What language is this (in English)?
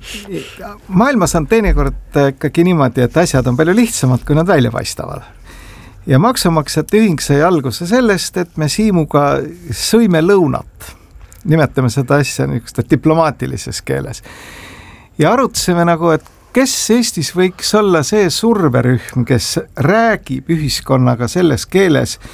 Estonian